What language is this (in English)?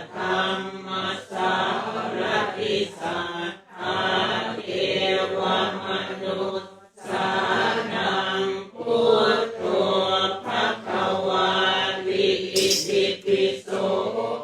Pali